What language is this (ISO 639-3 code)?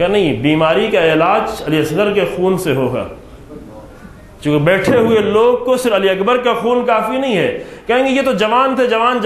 urd